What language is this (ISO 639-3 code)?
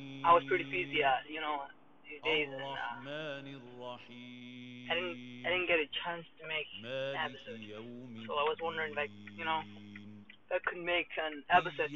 eng